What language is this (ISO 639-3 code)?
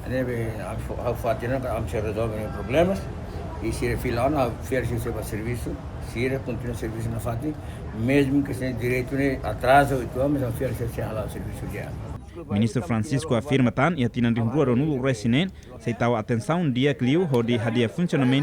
tet